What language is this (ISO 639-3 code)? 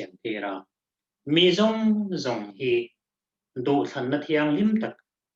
lus